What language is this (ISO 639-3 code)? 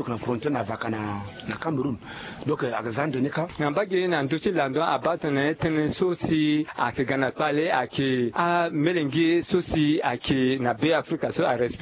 sag